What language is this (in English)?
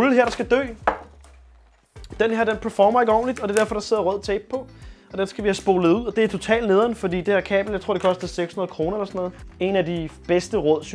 Danish